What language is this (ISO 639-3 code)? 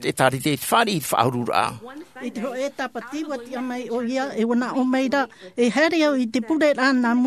tah